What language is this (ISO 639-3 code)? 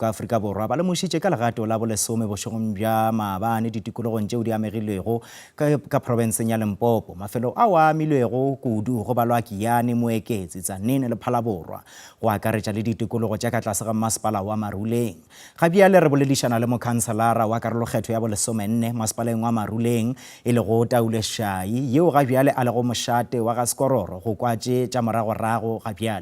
nso